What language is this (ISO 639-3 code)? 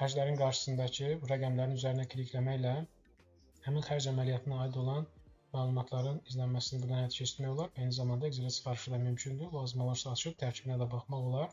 aze